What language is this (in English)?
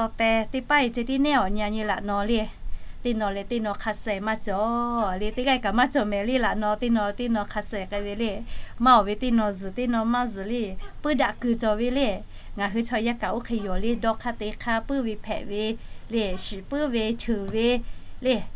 Lahu